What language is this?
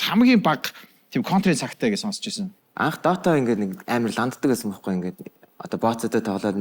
Mongolian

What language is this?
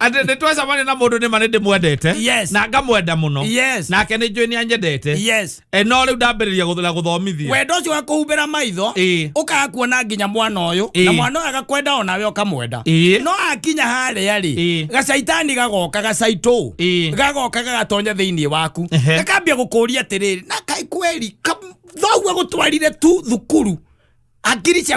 Kikuyu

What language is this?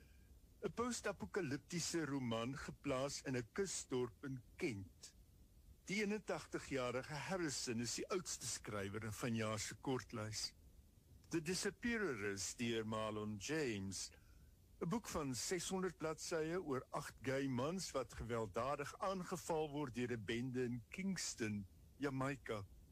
Afrikaans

